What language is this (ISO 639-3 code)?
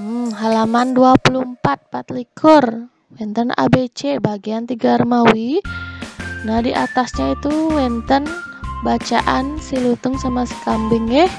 ban